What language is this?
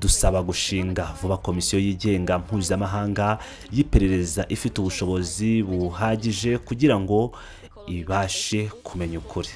Kinyarwanda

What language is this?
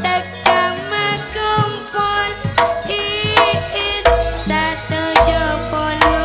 Madurese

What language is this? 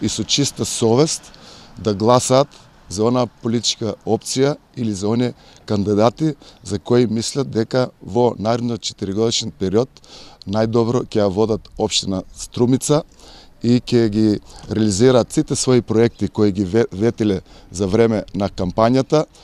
Macedonian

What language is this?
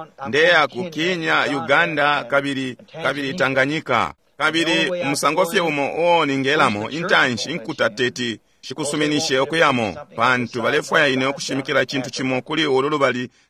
Bemba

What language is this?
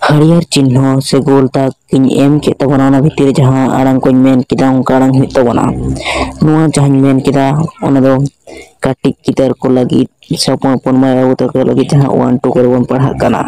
Santali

